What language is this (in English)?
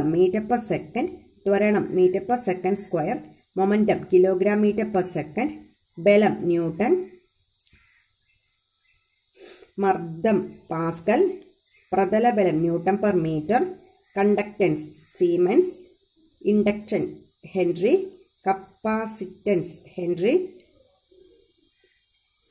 Malayalam